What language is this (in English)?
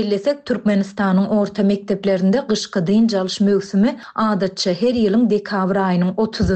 Turkmen